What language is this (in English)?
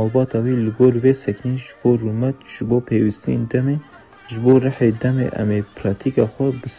Kurdish